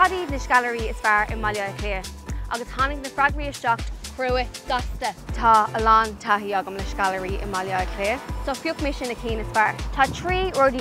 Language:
Irish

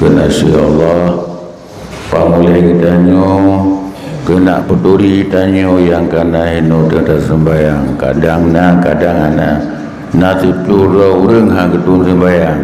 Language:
Achinese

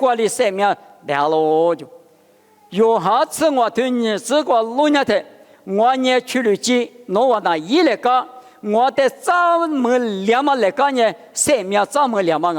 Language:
Lisu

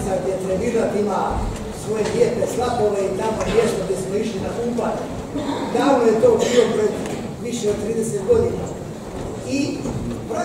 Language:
Croatian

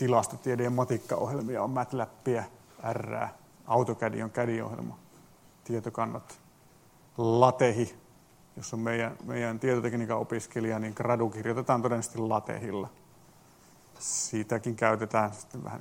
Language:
Finnish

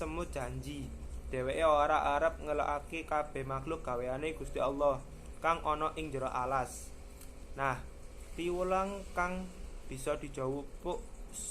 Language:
Javanese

